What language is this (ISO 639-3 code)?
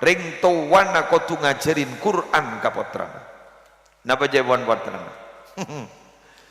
mad